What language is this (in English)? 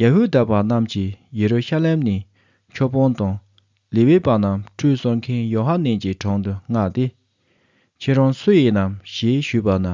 Tibetan